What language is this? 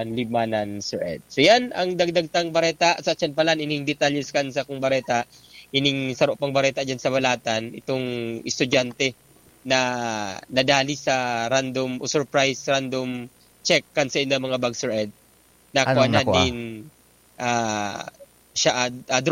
Bikol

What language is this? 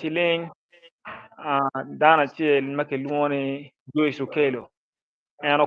Acoli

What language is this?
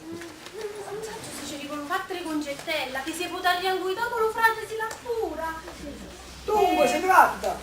Neapolitan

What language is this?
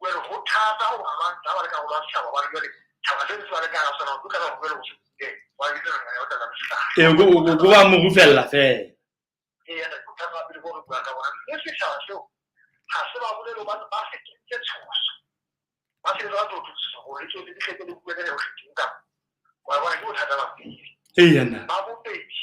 Southern Sotho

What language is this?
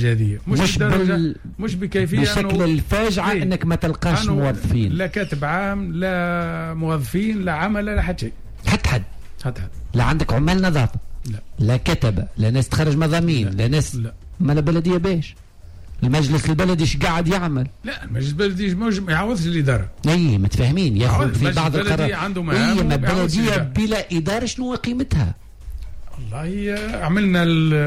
Tunisian Arabic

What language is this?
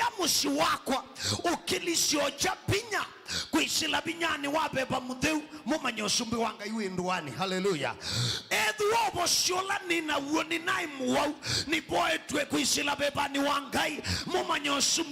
Kamba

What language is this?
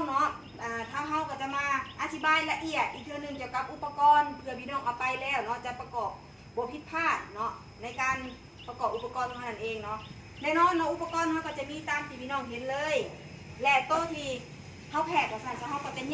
Northeastern Thai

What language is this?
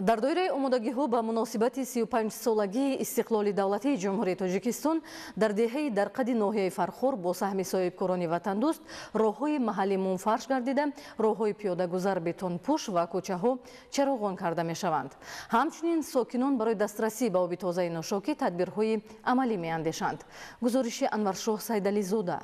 Tajik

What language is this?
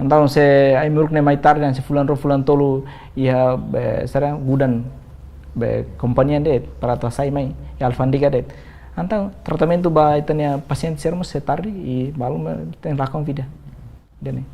Tetum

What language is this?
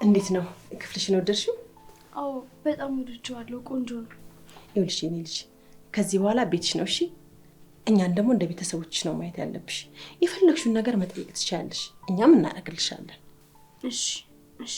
Amharic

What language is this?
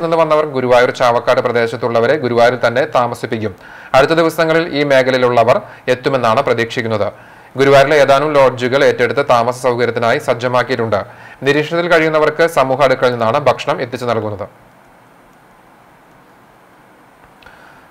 Malayalam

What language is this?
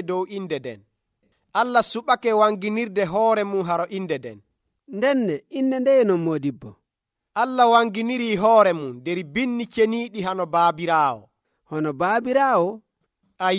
Nigerian Fulfulde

